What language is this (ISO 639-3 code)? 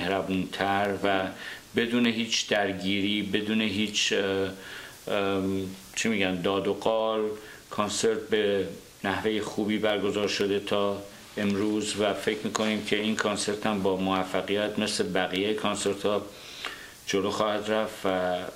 fas